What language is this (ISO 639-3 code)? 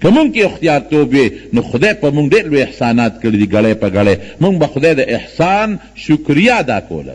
pus